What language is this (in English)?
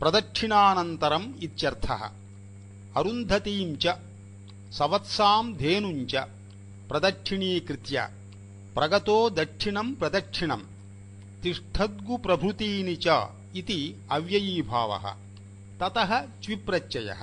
Sanskrit